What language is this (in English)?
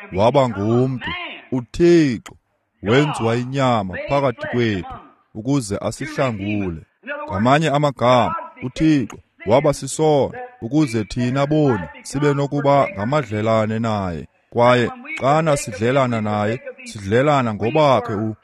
Xhosa